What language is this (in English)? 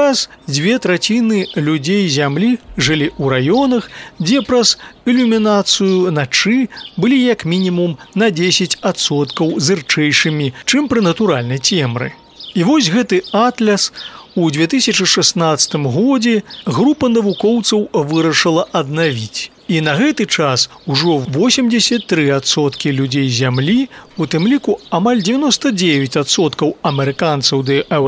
Belarusian